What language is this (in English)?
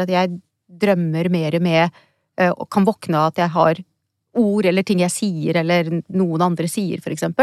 Norwegian